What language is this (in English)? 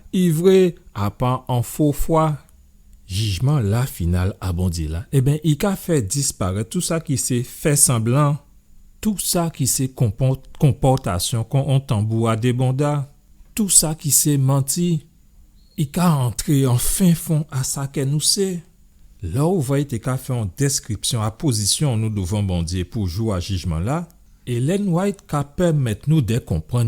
Guadeloupean Creole French